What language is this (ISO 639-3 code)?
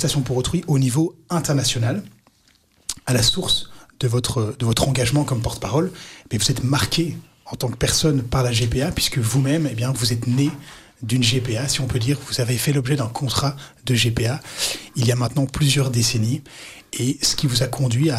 fra